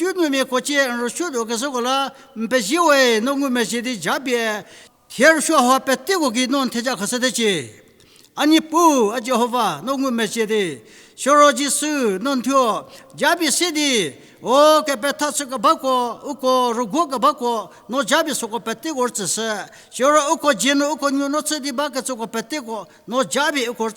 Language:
Angami Naga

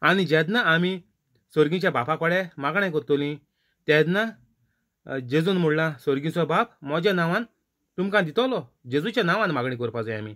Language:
Konkani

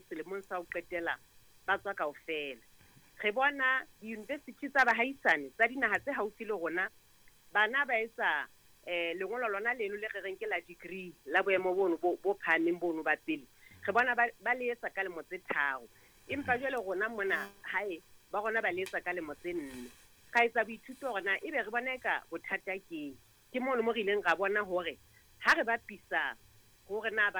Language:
Southern Sotho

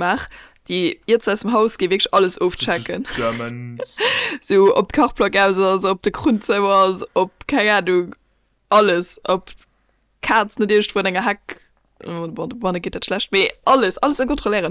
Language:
Luxembourgish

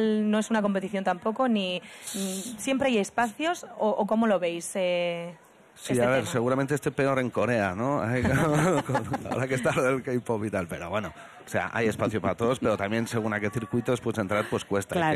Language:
Spanish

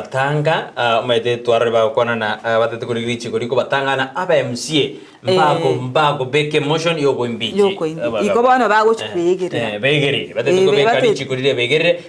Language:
Gusii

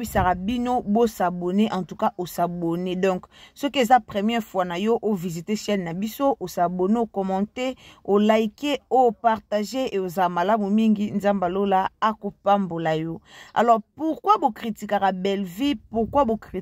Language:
Lingala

